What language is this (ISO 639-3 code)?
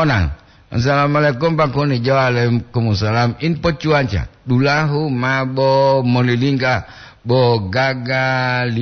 gor